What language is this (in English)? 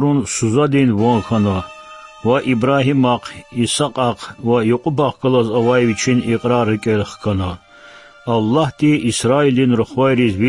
Lezghian